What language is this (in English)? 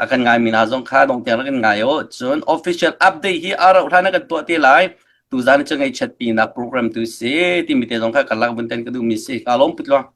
Hakha Chin